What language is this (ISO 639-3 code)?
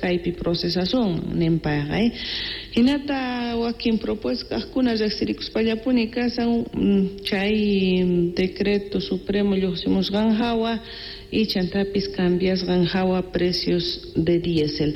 quh